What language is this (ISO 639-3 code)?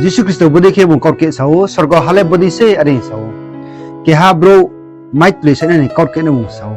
ria